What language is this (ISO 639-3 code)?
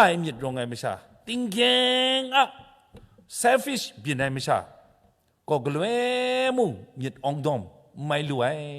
kac